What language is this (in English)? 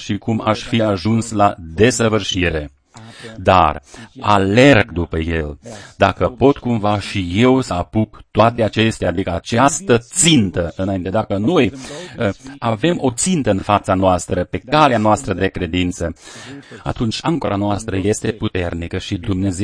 Romanian